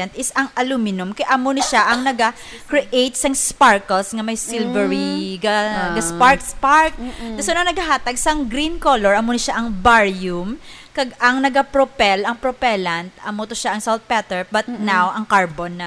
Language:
Hiligaynon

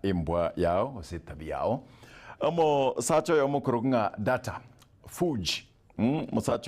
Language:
Gusii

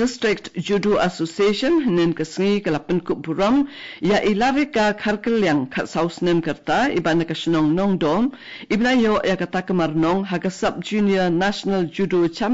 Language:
Khasi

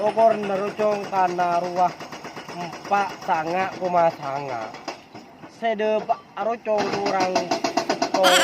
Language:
Madurese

